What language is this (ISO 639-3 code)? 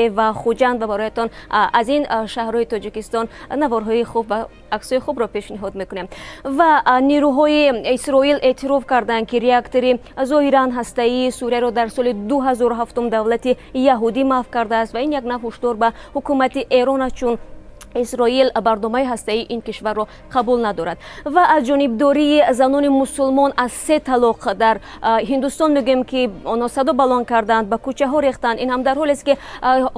tgk